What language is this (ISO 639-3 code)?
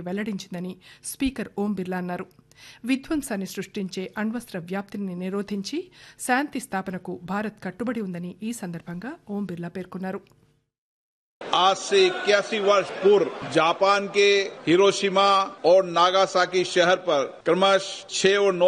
tel